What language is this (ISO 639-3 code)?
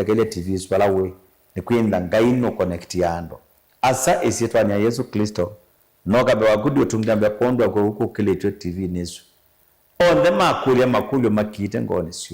kam